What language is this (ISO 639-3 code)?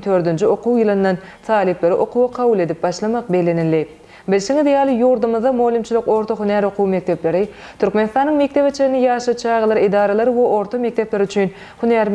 tuk